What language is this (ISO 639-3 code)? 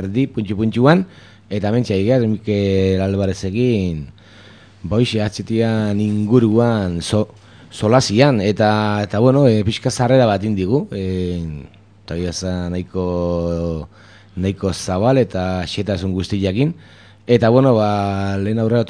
eus